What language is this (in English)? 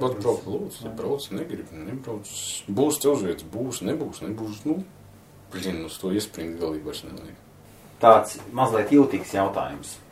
Latvian